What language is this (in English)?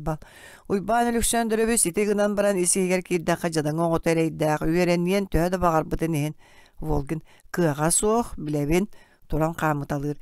Yakut